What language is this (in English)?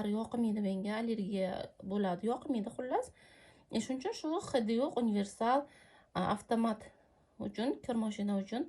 Uzbek